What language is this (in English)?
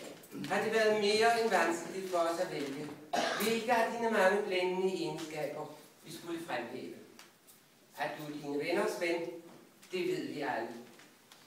Danish